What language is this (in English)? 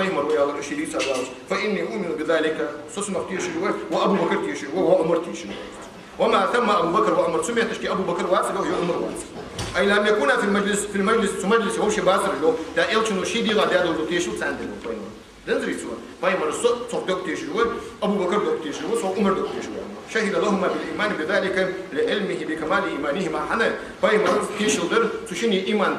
Ingush